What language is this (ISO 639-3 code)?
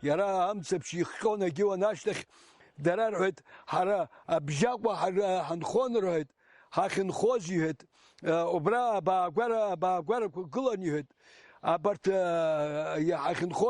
abk